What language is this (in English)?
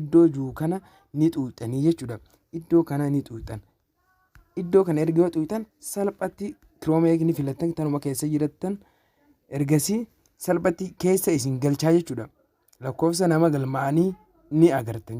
Oromo